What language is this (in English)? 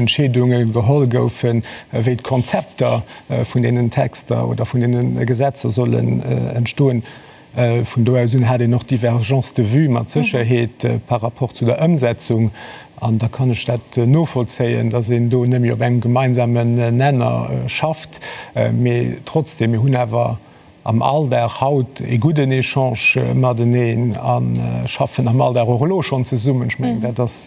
Luxembourgish